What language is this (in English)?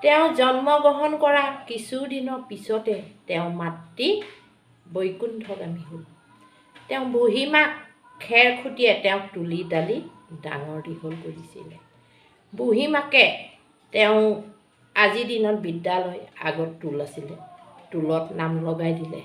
Assamese